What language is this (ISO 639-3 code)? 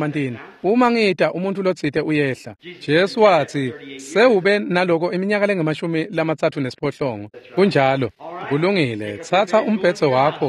ssw